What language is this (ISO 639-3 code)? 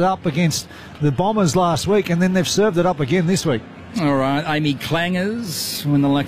eng